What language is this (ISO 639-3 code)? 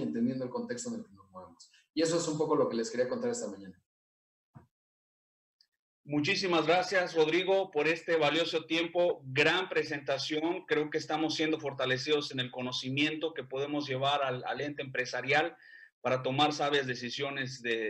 spa